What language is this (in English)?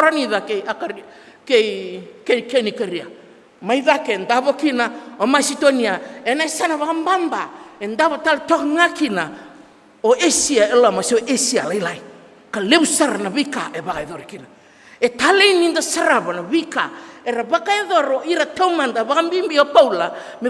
Fijian